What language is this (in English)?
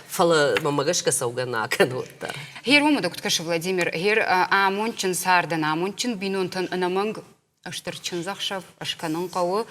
Ossetic